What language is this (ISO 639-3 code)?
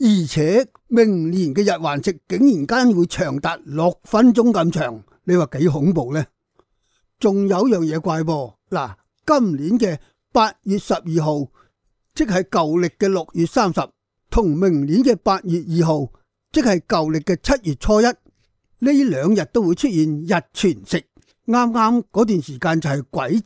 yue